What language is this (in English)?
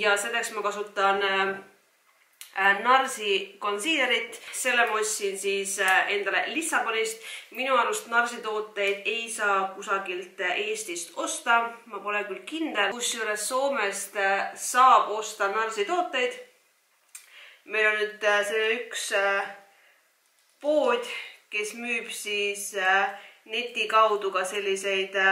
Estonian